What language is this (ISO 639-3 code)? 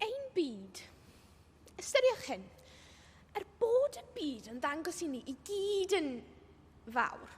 cym